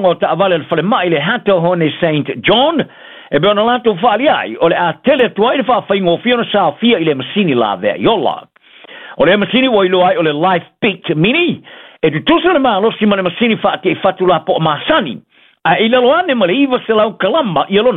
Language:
Samoan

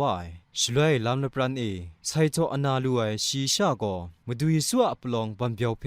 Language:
Kachin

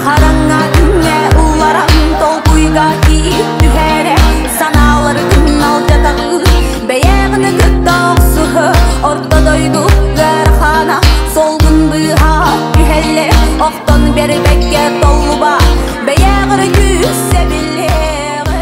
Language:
Yakut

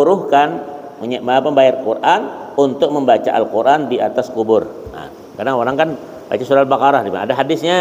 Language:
Banjar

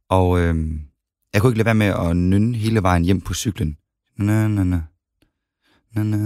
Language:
Danish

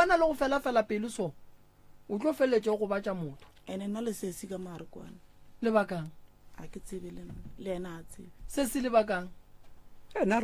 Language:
Northern Sotho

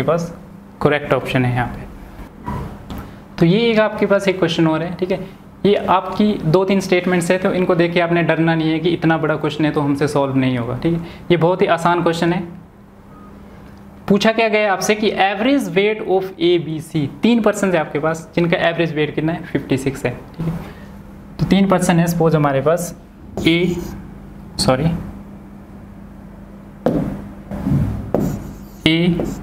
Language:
Hindi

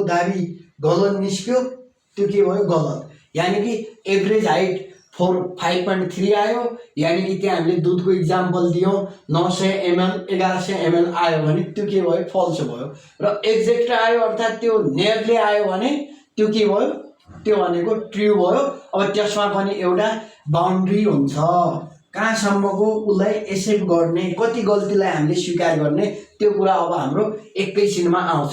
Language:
Nepali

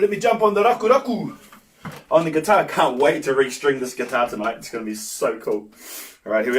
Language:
Māori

